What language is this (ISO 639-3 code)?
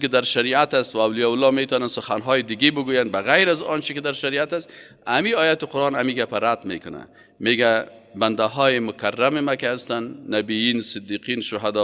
fas